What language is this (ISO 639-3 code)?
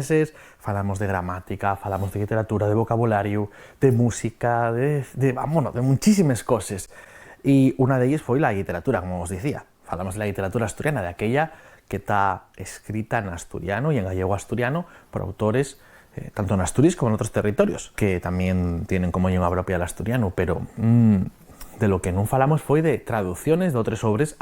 ast